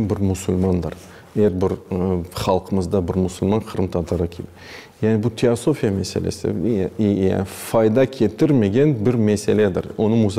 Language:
Crimean Tatar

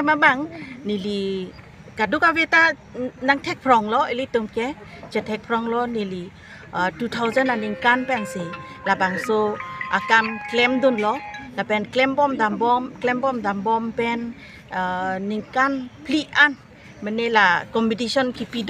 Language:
Karbi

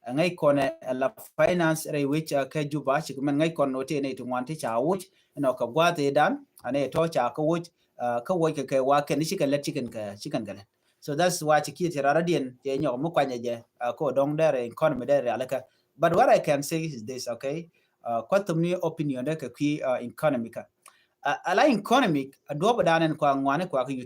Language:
Nuer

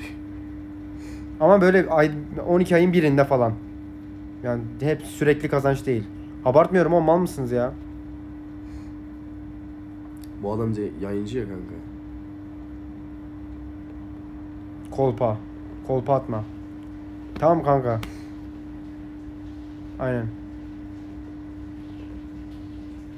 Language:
Turkish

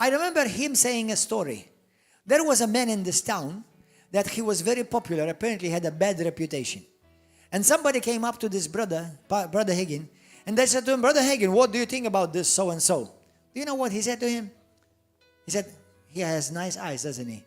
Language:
English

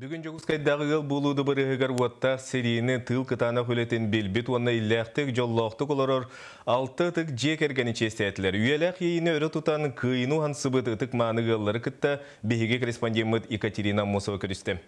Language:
Yakut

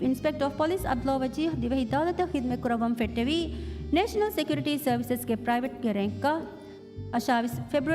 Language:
Divehi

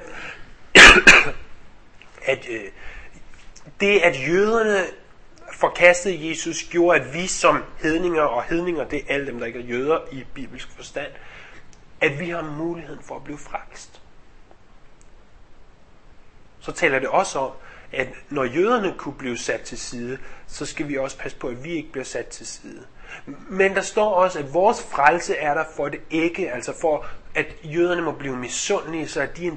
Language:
Danish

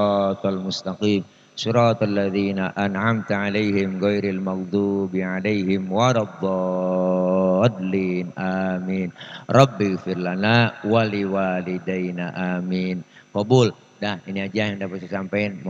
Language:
Betawi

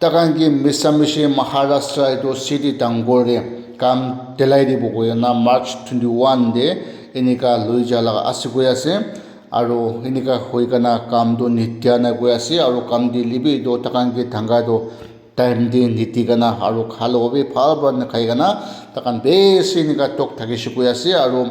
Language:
Naga Pidgin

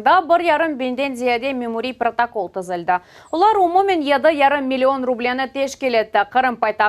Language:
Crimean Tatar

